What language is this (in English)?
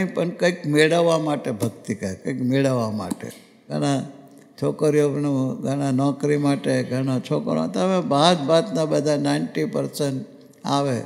Gujarati